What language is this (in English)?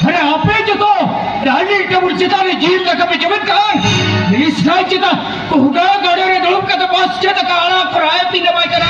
Santali